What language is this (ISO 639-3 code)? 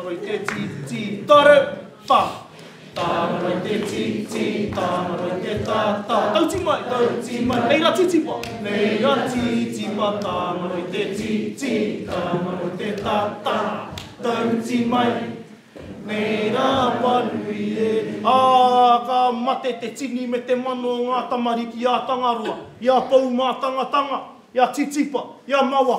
mri